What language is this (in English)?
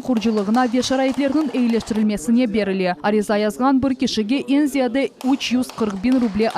Crimean Tatar